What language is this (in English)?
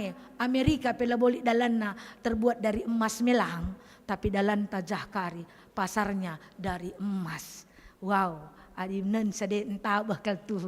Batak Karo